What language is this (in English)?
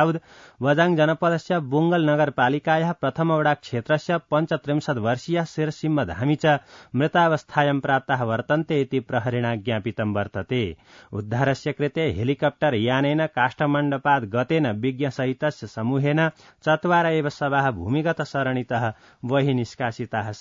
Sanskrit